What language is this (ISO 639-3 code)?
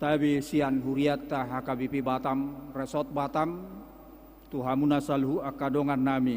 bbc